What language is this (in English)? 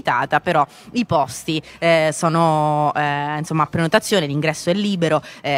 Italian